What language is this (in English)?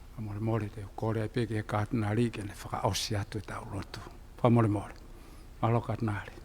Tongan